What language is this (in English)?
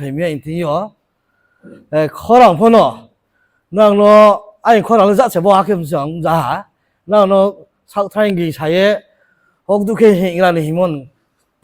Riang (India)